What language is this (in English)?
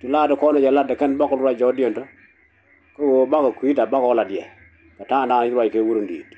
Nuer